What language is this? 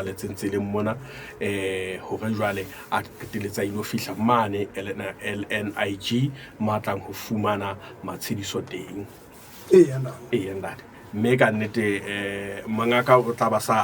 Southern Sotho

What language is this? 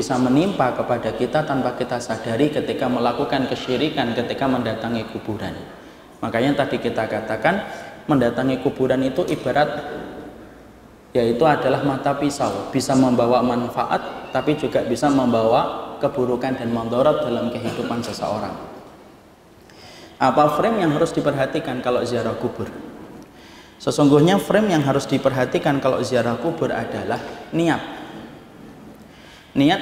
Indonesian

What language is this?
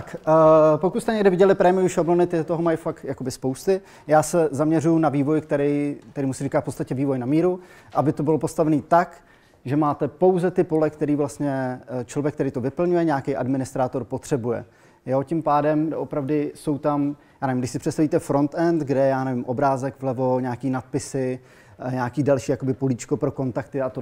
Czech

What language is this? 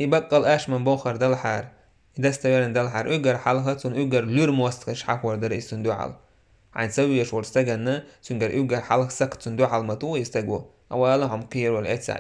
Chechen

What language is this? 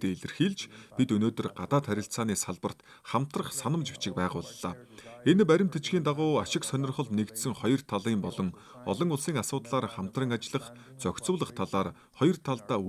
Mongolian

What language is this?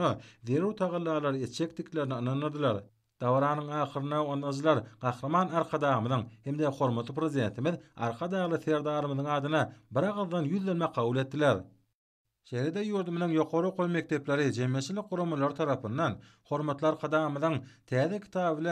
Turkmen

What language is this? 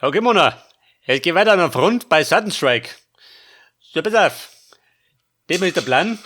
Bavarian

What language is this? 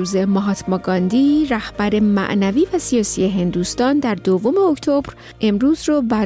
Persian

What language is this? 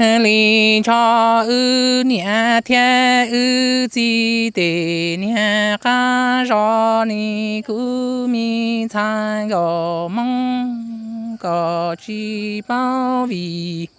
Hmong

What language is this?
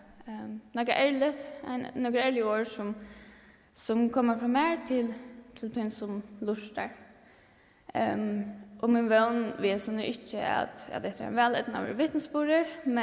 Faroese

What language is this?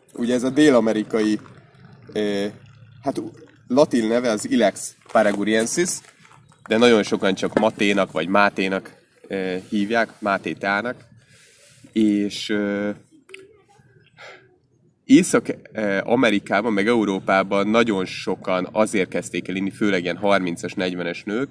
Hungarian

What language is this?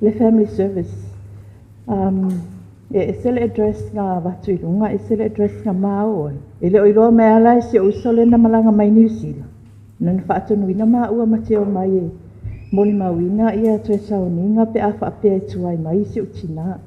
Samoan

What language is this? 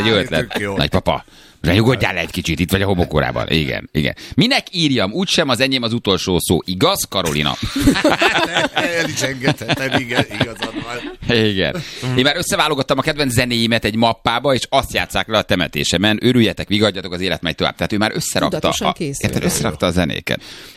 Hungarian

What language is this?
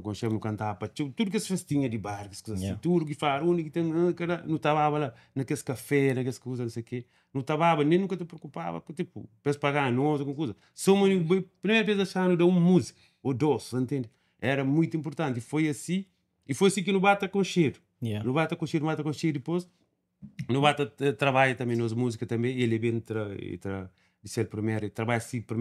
Kabuverdianu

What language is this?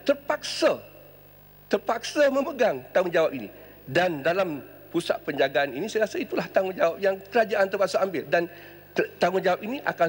Malay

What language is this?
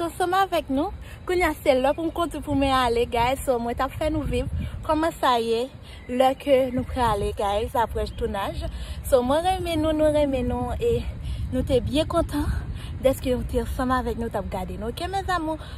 Haitian Creole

